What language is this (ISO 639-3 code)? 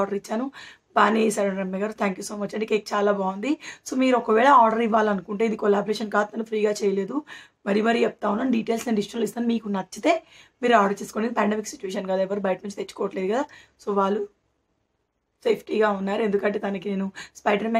tel